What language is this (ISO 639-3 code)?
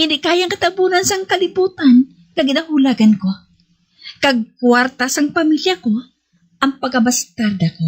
hil